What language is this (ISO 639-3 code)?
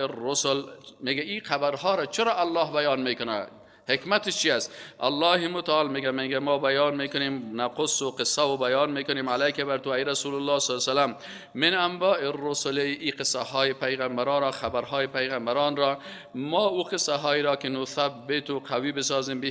fas